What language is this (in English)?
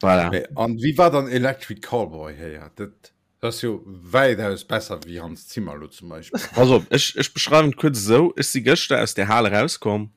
Luxembourgish